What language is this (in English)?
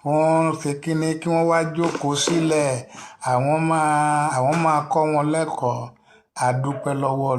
Yoruba